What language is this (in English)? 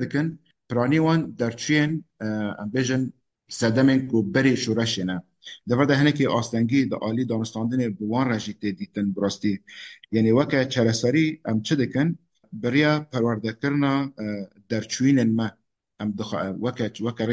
Kurdish